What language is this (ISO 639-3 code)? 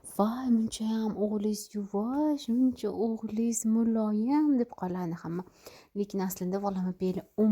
uzb